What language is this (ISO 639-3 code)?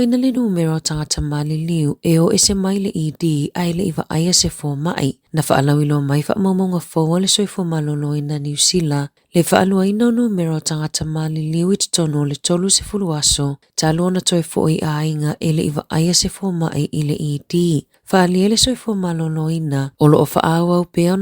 smo